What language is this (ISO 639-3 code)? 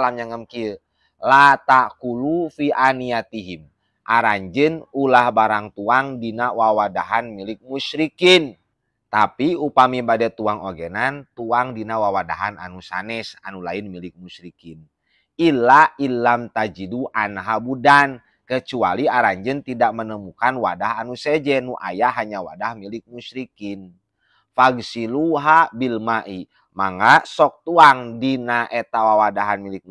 sun